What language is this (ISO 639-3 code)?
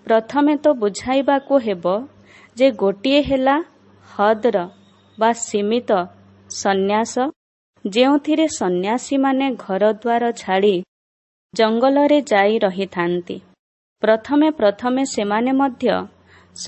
ori